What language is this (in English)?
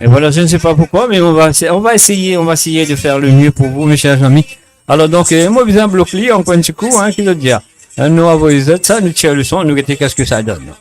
Morisyen